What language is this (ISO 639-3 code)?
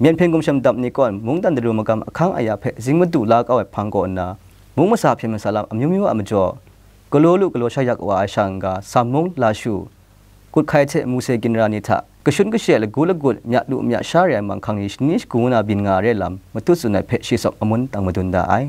kac